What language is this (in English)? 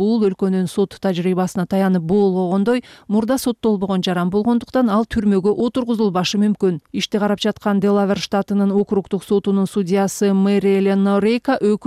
Kyrgyz